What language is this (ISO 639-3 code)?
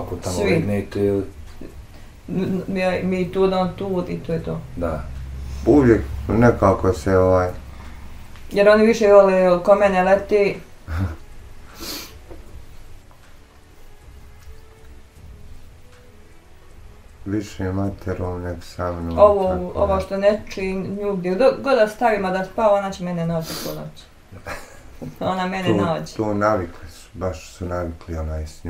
bos